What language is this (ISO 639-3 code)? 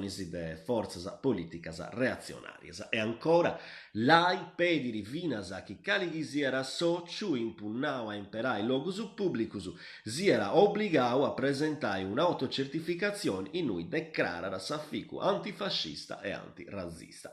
srd